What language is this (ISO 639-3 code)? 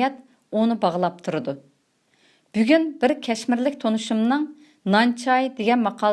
uig